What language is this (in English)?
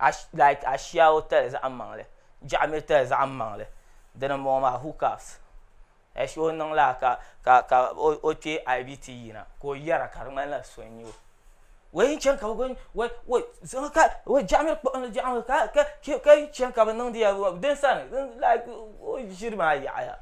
Dagbani